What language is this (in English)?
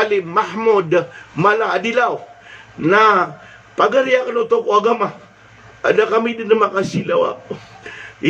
Maranao